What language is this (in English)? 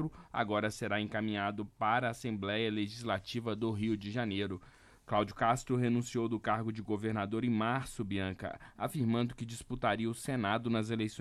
Portuguese